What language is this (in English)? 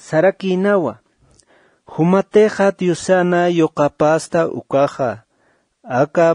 Aymara